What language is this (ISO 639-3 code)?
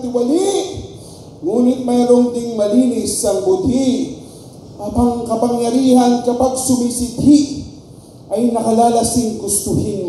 fil